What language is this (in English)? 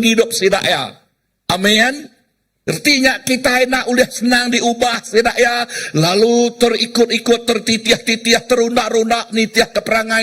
Iban